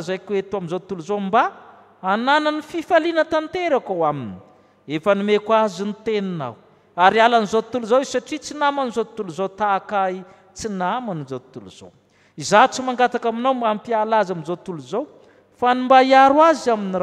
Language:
Malagasy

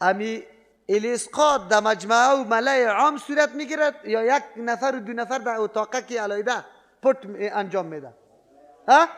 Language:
Persian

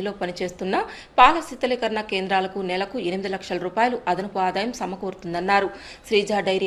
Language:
Telugu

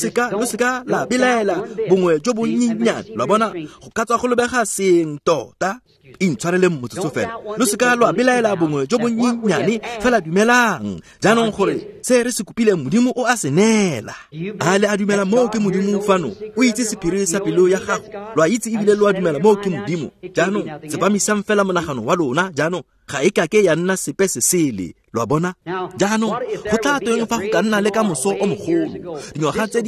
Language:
Tswana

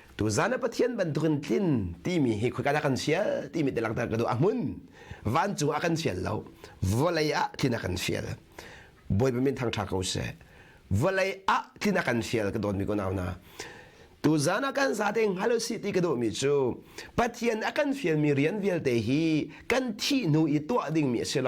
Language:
Hakha Chin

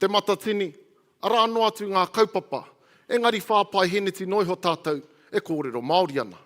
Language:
Māori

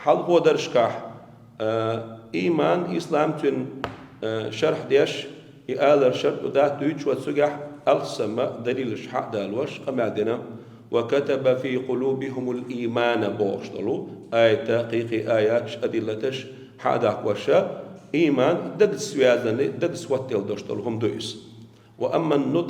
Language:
Chechen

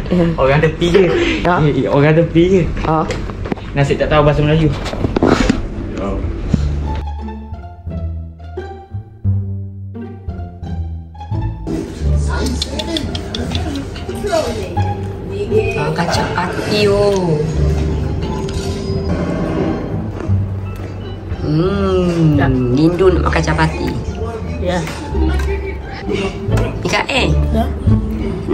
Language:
Malay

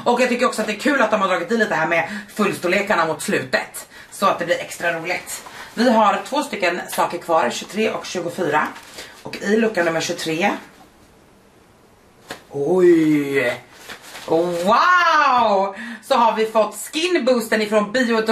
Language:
Swedish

